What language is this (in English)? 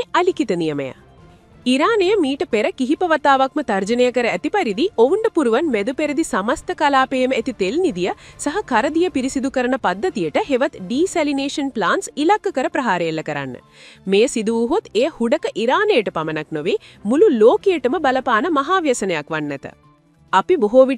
Sinhala